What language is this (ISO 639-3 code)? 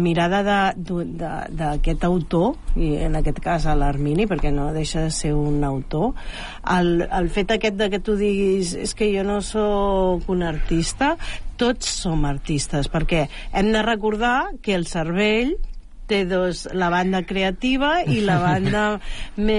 cat